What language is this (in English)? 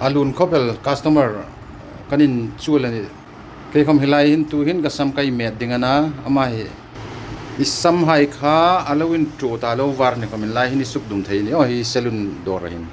Hmar